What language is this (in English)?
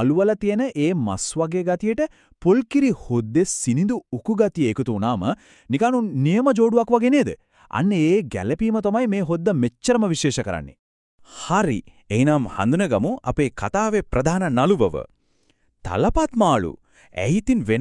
Sinhala